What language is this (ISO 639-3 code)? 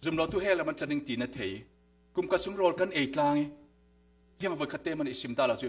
cfm